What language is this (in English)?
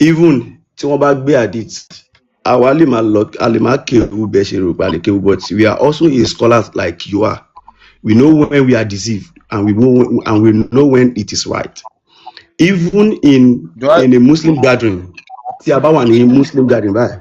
Yoruba